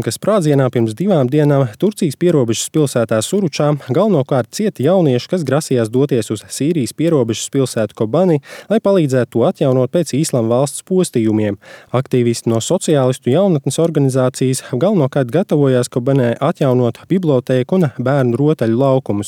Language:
Latvian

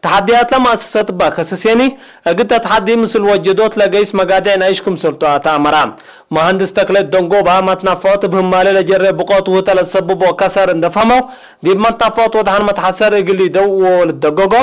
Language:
Tigre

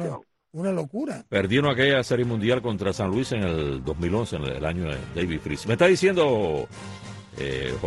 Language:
Spanish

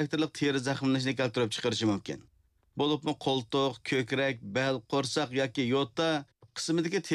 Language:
Uyghur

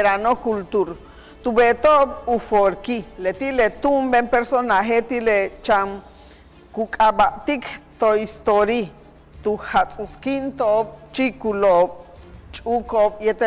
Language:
Yucateco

